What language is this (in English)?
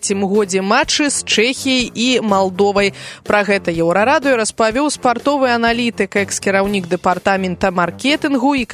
Belarusian